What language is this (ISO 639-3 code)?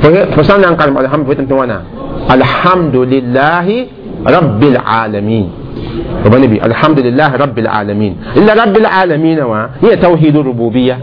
mos